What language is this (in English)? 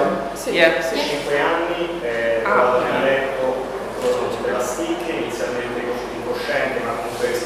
Italian